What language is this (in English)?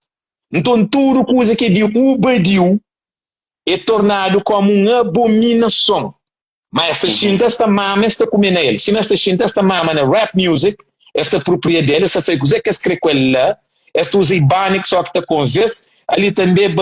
Kabuverdianu